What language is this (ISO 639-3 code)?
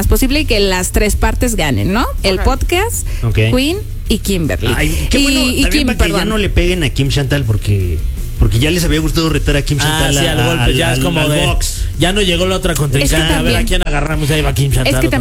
spa